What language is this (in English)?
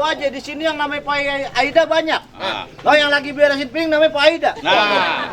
Betawi